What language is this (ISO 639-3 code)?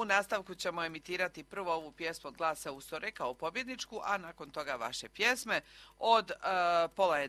hrv